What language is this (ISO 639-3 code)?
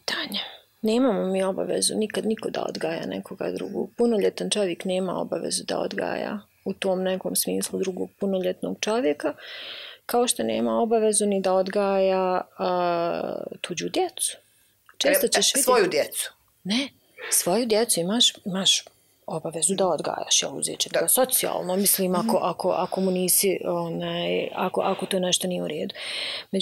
bos